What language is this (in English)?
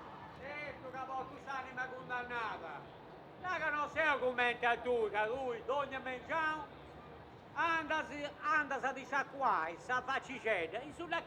Sardinian